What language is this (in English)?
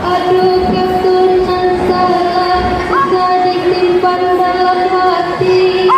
Minangkabau